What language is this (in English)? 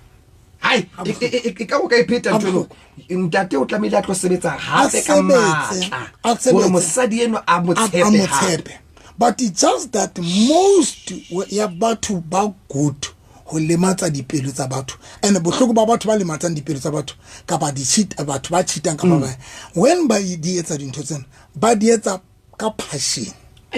Southern Sotho